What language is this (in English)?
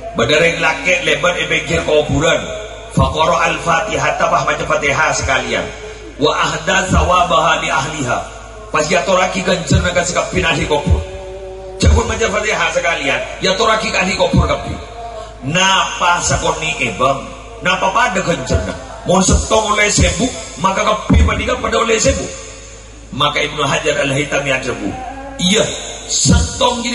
Madurese